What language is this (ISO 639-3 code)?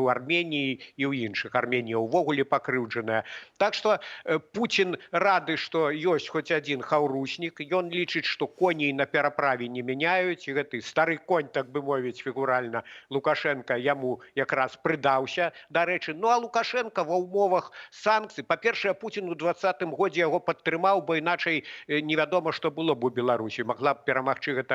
bel